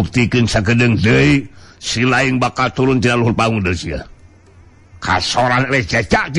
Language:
Sundanese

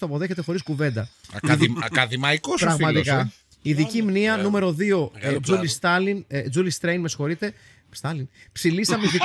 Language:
Greek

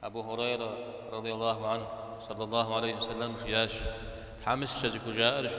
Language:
Kabardian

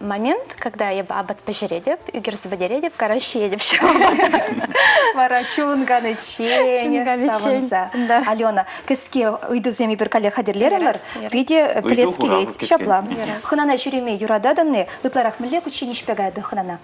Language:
Chuvash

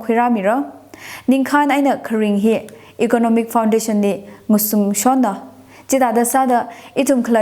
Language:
Tangkhul Naga (India)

